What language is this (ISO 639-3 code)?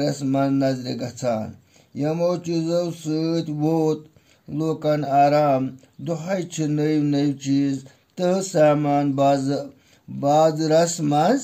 kas